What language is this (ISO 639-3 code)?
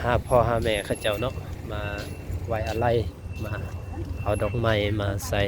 lao